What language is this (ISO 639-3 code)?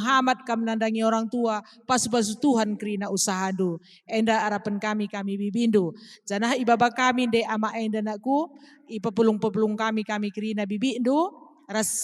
btx